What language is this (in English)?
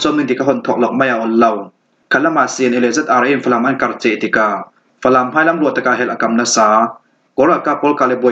Falam Chin